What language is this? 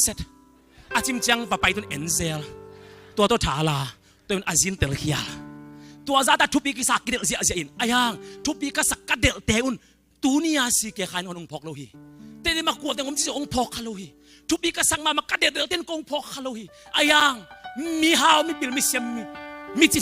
Tedim Chin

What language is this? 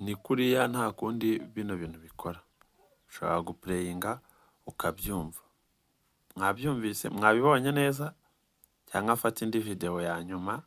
Kinyarwanda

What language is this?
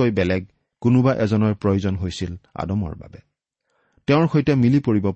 Assamese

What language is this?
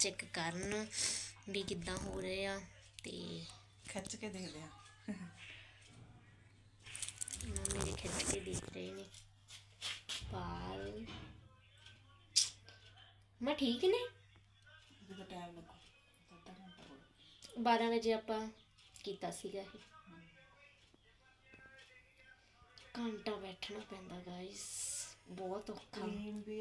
Punjabi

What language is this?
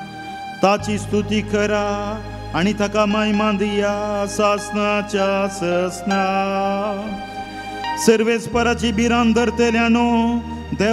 Konkani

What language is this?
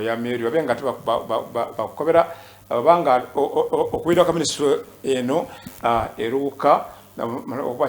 Soga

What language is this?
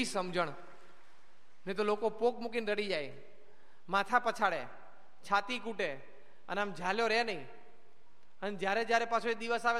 Gujarati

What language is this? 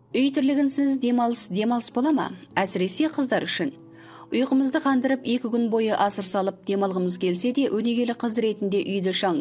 Kazakh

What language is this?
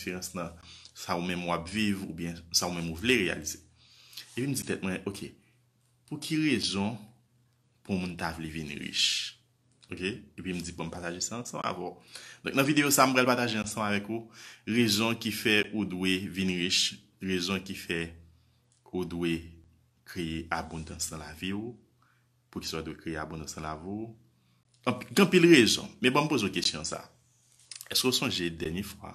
Haitian Creole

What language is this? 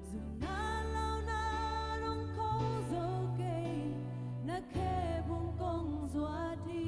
Tedim Chin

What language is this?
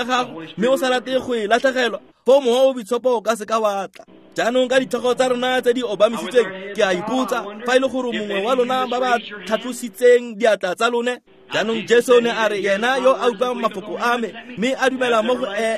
Tswana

